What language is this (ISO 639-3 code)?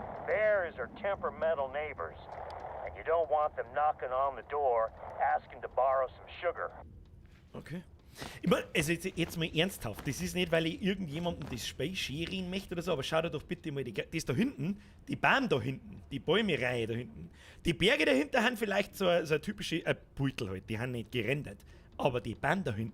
bar